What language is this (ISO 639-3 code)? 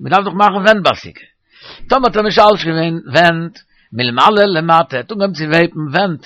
yid